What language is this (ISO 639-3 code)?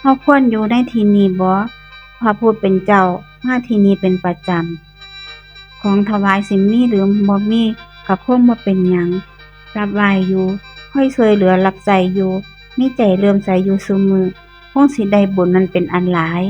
tts